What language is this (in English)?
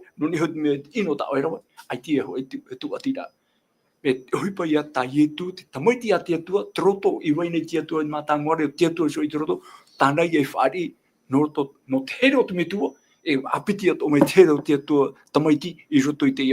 Tahitian